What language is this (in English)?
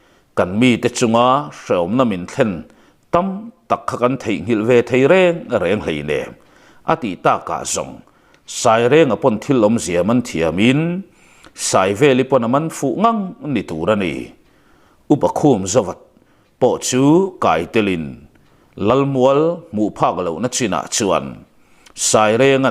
Mizo